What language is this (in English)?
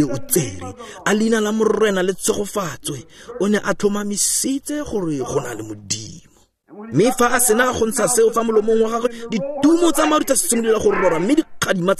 Tswana